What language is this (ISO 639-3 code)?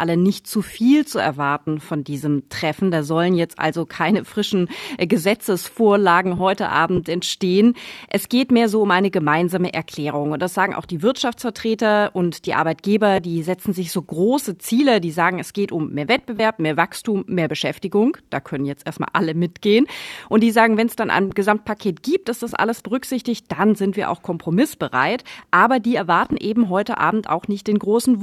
deu